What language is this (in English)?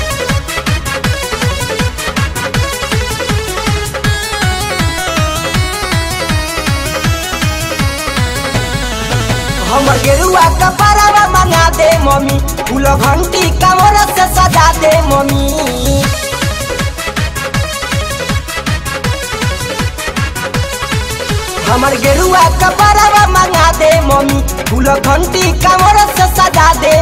Bhojpuri